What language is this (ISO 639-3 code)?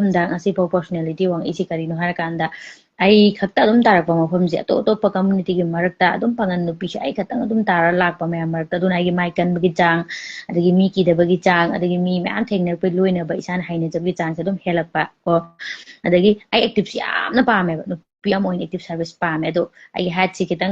mni